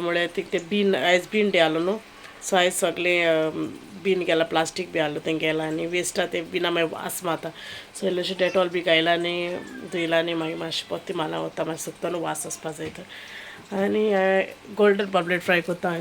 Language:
Konkani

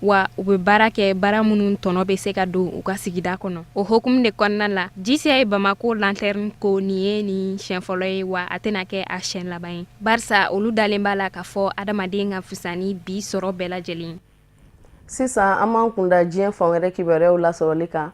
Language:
Bambara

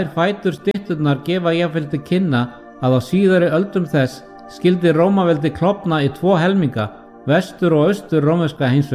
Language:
Icelandic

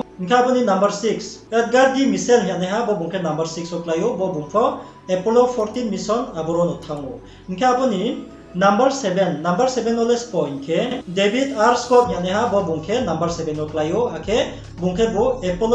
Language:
Riang (India)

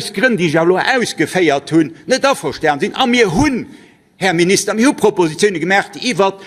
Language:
Luxembourgish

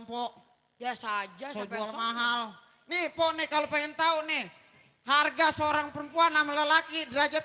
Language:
Betawi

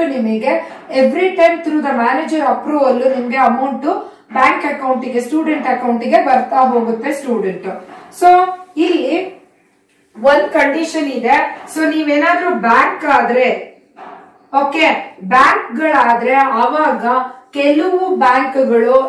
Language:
Kannada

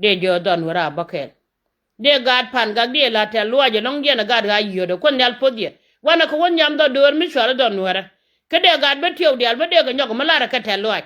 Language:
Nuer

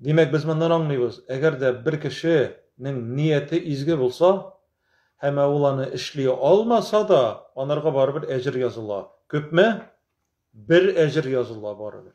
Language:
Tatar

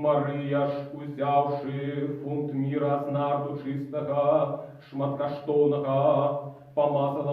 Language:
Belarusian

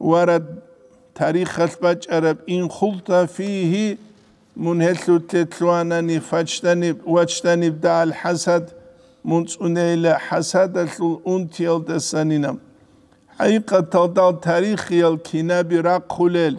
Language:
Avaric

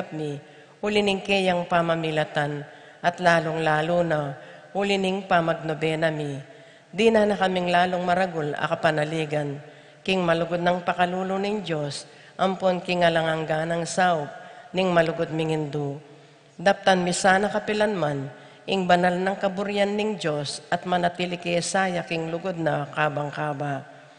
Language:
Pampanga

